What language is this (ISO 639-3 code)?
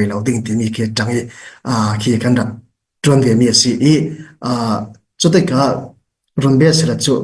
cfm